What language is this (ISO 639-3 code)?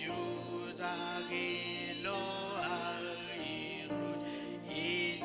mah